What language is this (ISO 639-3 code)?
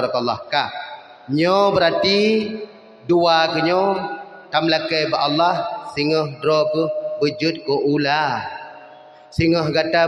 ace